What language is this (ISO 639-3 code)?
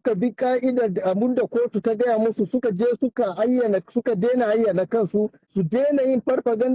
hau